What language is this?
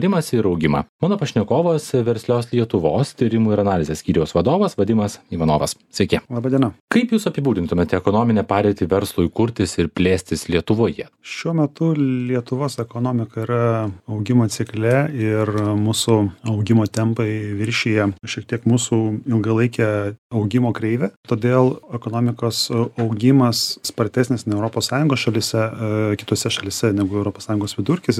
Lithuanian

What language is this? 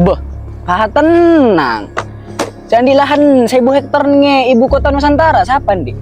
Madurese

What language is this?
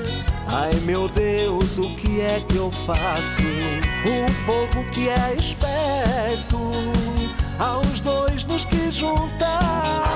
Portuguese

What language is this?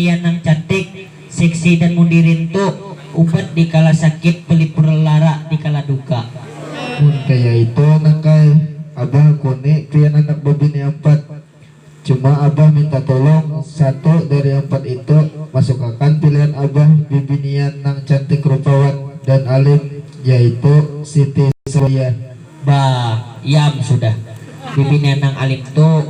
Banjar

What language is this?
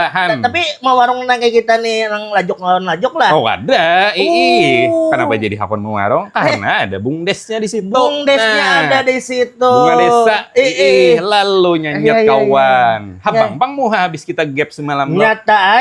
Banjar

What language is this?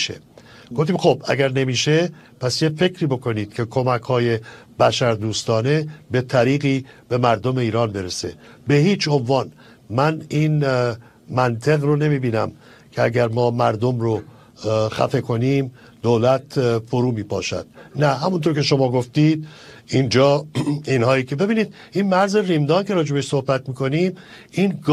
Persian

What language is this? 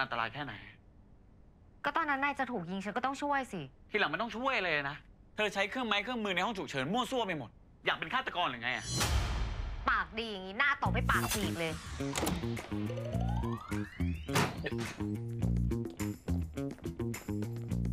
Thai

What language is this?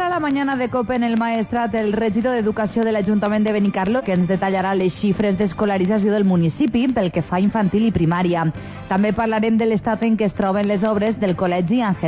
Catalan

